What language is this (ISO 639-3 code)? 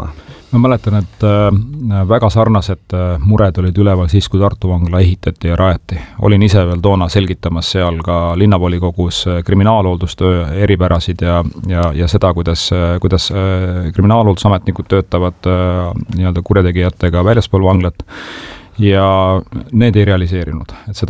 est